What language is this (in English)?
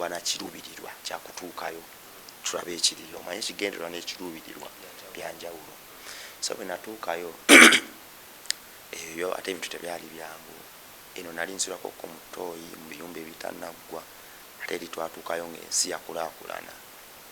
Ganda